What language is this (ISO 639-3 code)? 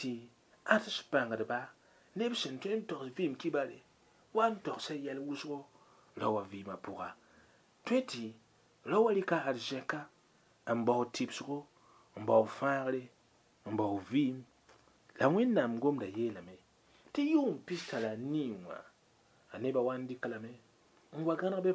mos